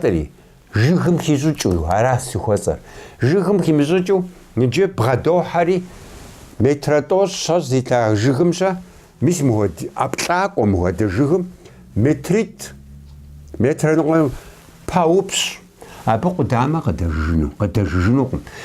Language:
Kabardian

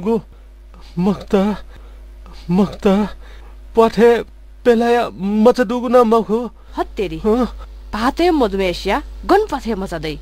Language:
Newari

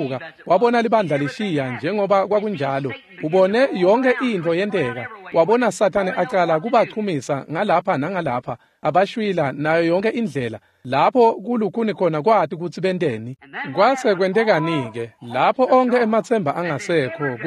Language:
Swati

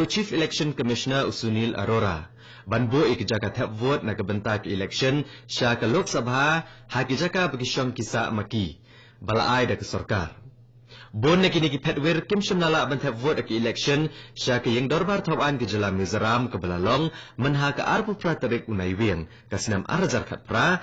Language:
Khasi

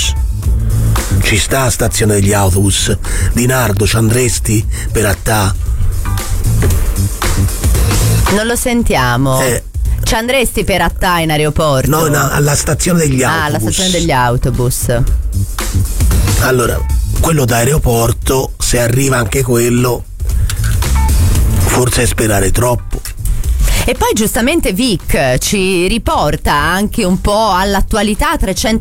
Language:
Italian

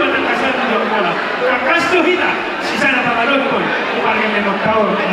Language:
Batak Toba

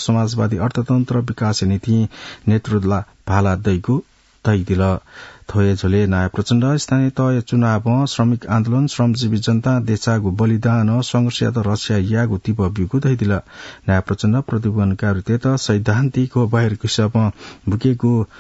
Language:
Newari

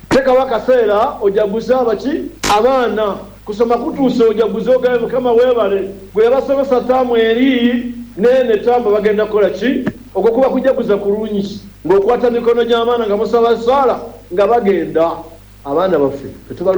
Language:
Ganda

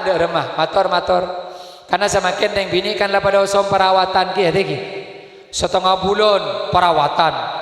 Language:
Madurese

